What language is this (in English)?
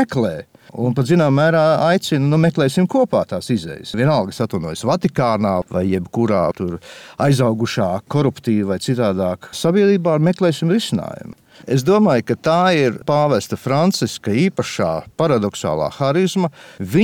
Latvian